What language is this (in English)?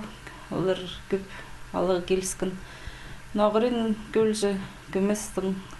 Khakas